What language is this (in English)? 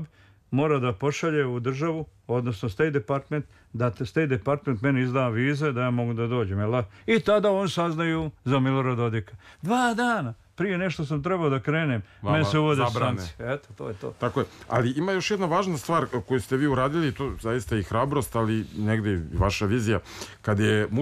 Serbian